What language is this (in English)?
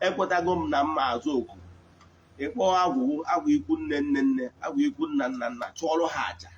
Igbo